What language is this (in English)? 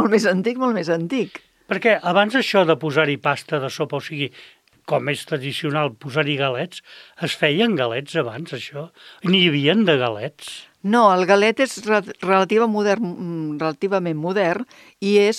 Catalan